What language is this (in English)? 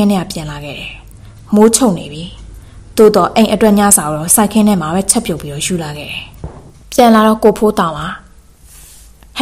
Burmese